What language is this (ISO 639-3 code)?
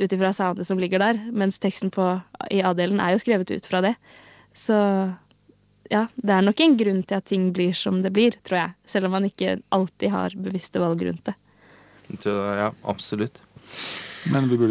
nor